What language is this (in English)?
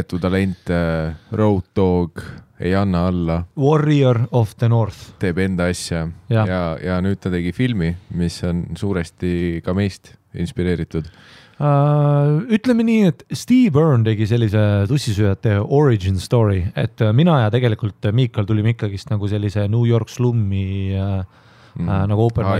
Estonian